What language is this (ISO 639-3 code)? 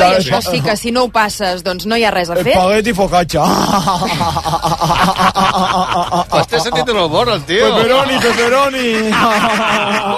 cat